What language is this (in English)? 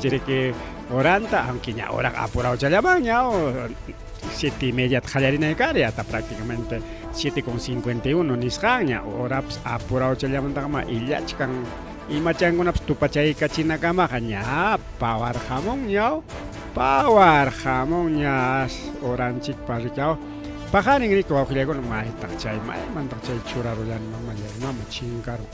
Ayacucho Quechua